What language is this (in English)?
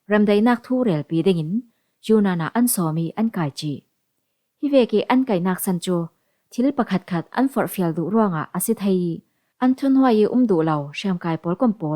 Falam Chin